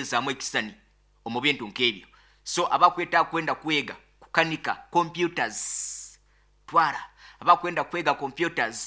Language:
Nyoro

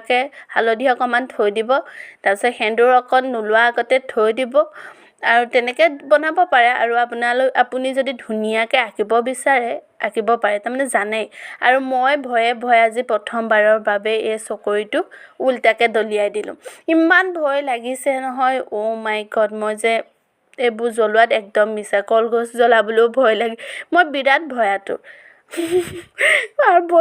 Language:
Assamese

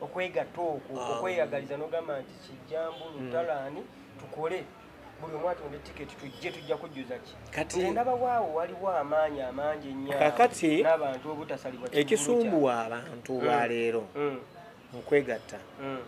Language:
Ganda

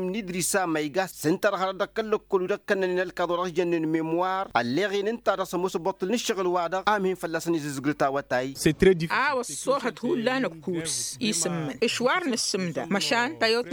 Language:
Tamasheq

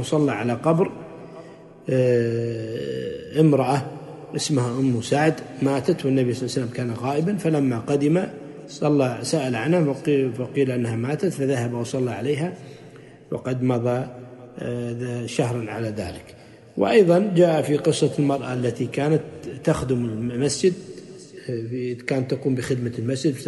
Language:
Arabic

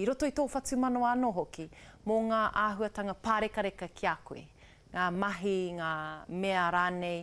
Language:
Māori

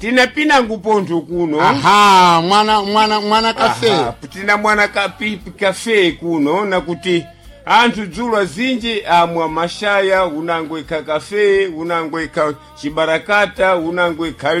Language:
Sena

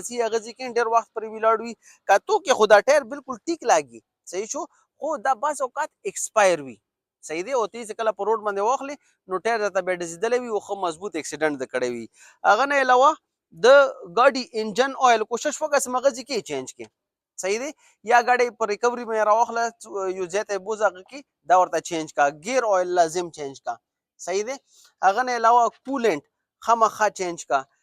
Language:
Pashto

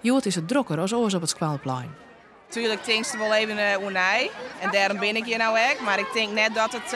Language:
Western Frisian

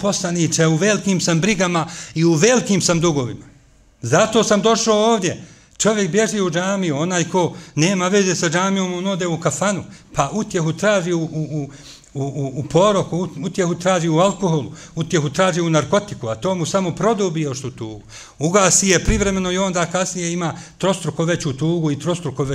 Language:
Bosnian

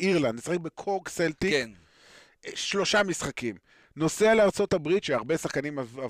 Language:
Hebrew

